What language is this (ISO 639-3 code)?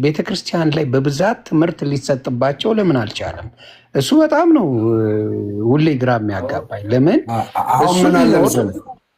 amh